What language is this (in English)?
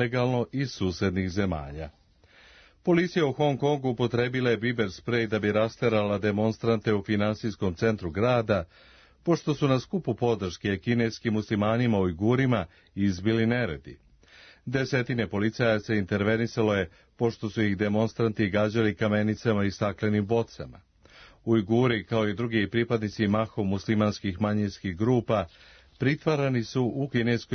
Serbian